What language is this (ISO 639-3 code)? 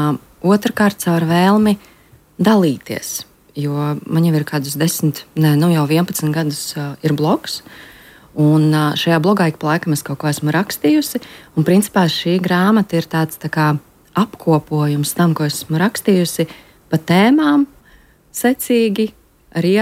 lav